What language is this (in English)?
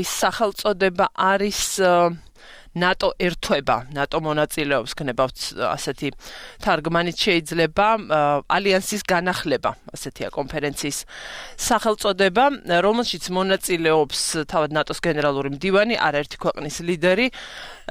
Georgian